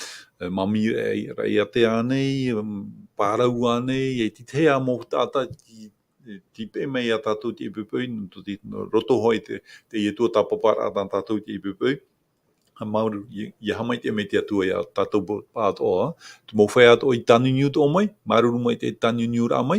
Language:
Tahitian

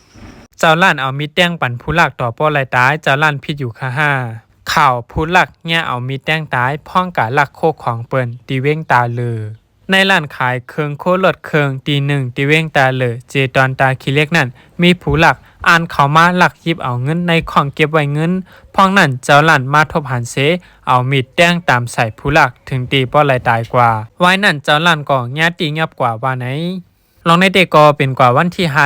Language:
Shan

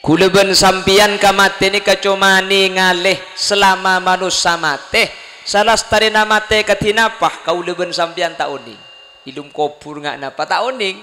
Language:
Madurese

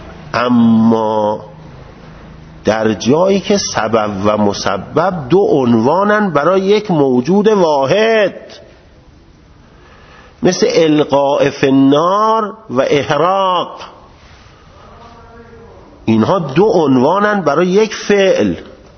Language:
Persian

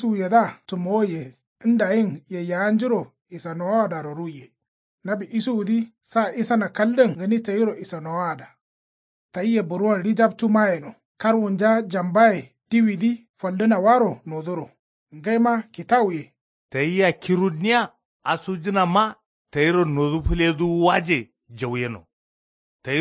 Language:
Kanuri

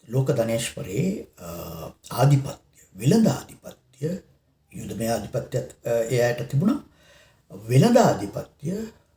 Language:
Sinhala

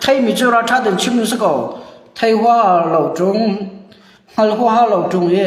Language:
Hakha Chin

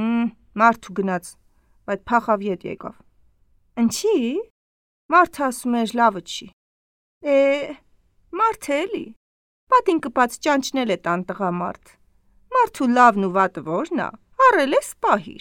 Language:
Armenian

